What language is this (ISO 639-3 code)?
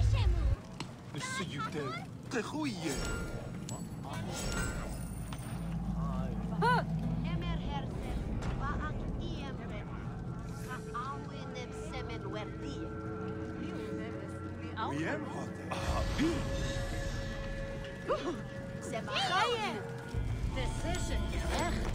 eng